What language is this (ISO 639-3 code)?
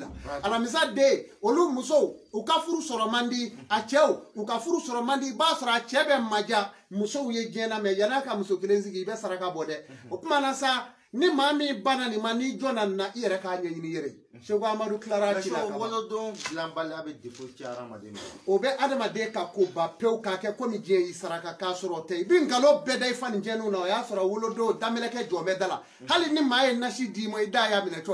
bam